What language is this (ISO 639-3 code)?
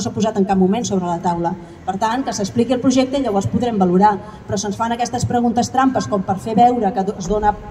cat